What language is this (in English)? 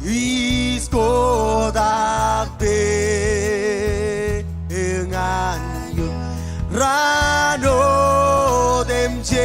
Marshallese